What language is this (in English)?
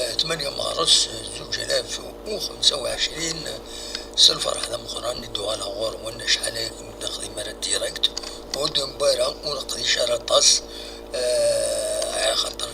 Kabyle